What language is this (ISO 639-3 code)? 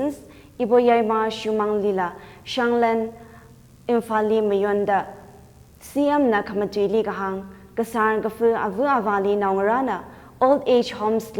nmf